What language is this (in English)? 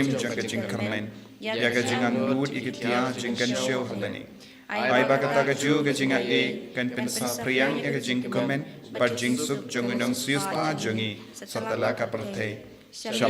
Khasi